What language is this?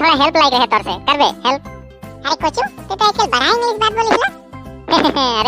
Sadri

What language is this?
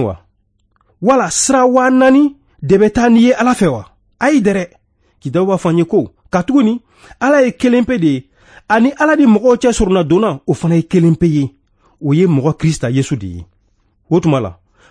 Bambara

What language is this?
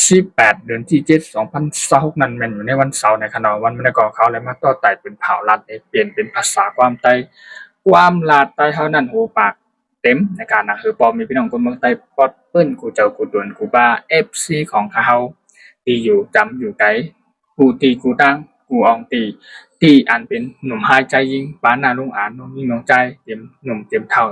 Shan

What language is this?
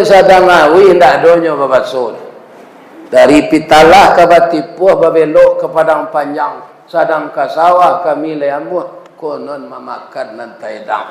Minangkabau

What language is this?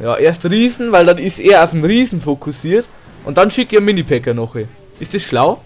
Bavarian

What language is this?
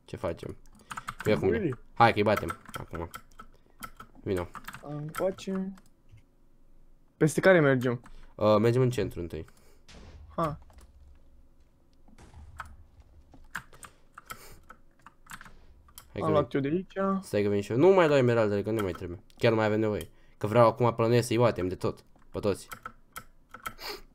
Romanian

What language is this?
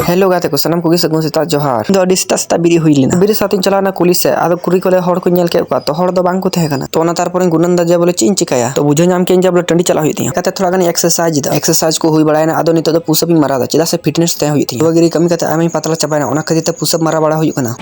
Santali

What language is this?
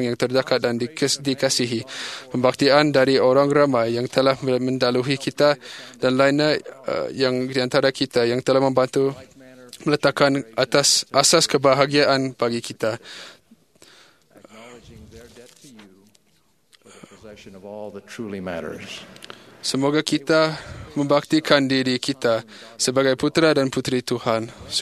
Malay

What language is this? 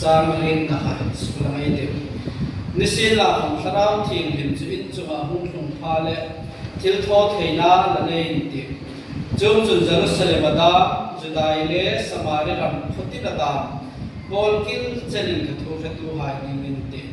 Hmar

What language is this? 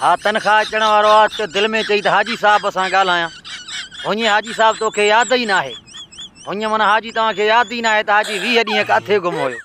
Sindhi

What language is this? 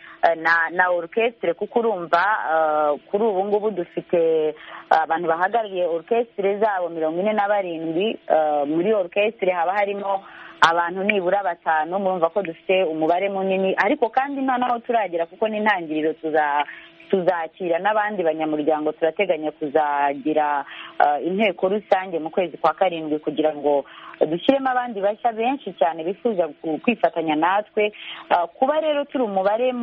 Kinyarwanda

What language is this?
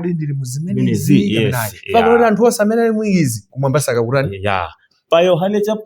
Nyanja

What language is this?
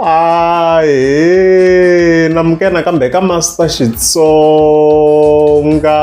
Tsonga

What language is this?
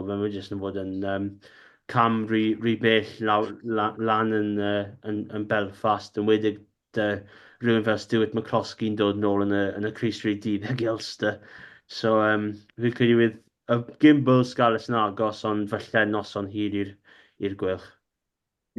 Welsh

